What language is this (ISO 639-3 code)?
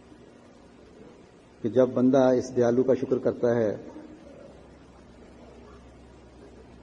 urd